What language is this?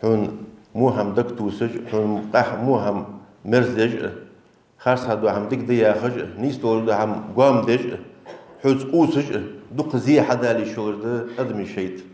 Ingush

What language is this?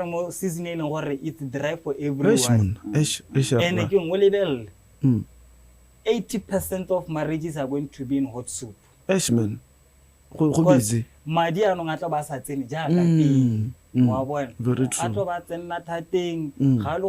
Tswana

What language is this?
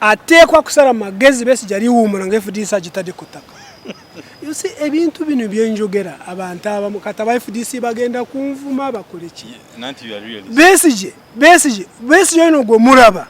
Ganda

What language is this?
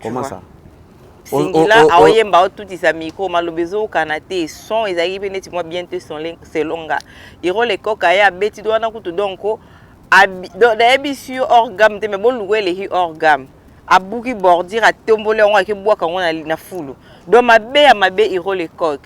Lingala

